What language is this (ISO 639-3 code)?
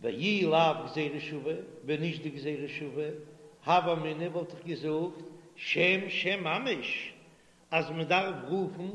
yid